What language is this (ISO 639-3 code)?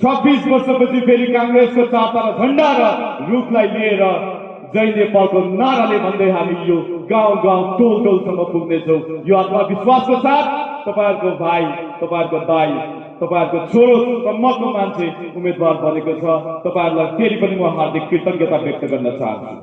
nep